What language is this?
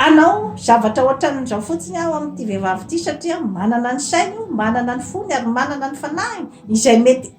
Malagasy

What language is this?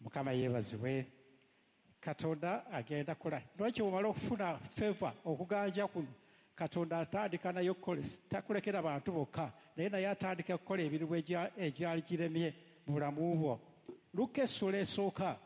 Ganda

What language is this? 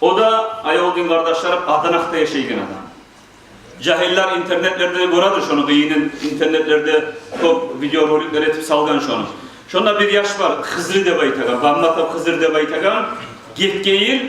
Kumyk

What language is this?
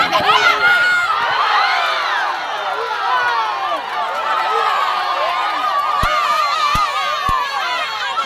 Ambonese Malay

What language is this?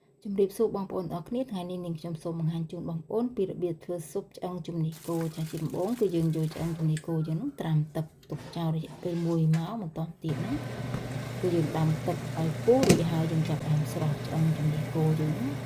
Khmer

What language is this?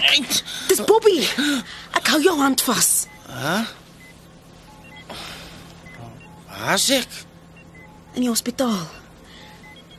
Afrikaans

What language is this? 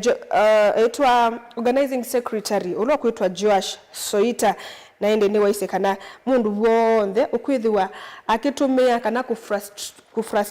Kamba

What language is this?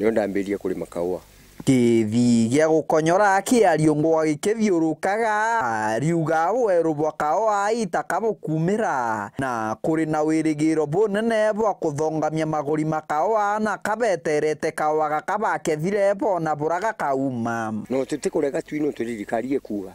Meru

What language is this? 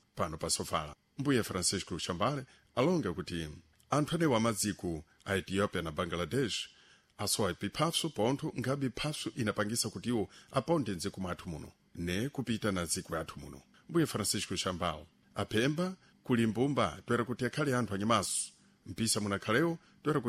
Sena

